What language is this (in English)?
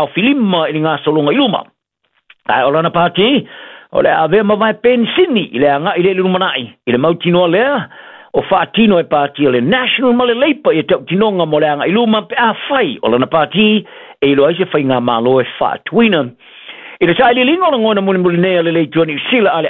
Samoan